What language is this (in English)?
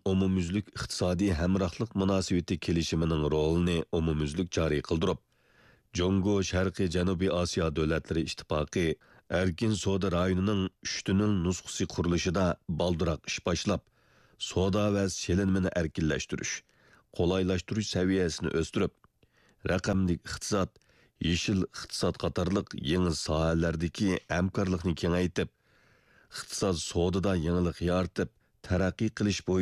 Uyghur